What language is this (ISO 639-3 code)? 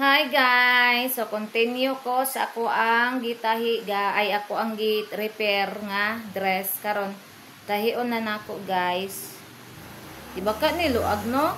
ceb